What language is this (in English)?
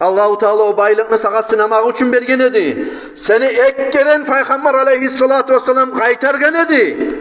Kumyk